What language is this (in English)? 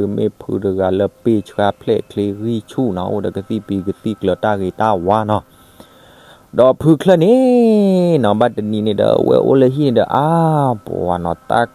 S'gaw Karen